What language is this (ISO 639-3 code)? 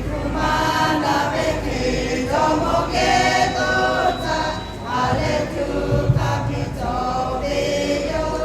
lhu